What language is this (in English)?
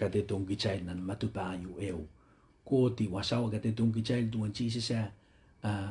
Pohnpeian